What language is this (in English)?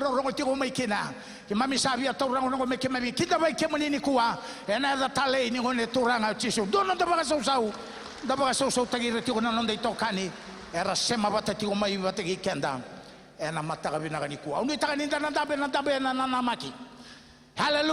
Fijian